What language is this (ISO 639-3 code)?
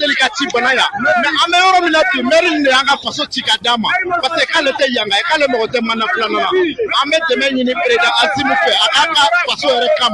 bam